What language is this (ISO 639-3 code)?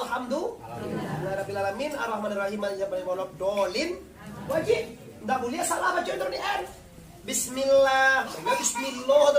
min